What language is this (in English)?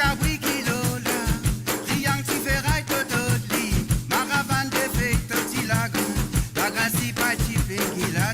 Morisyen